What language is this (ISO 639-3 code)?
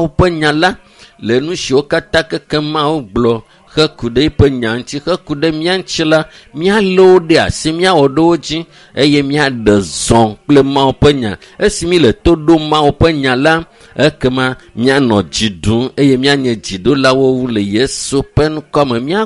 ewe